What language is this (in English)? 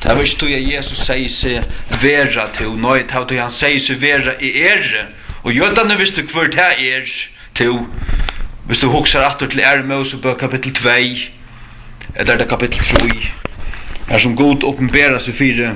Faroese